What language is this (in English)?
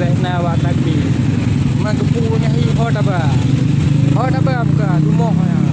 Achinese